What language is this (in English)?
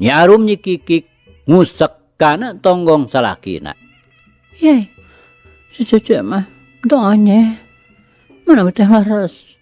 Sundanese